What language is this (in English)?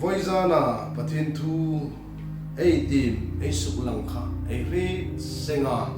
Hmar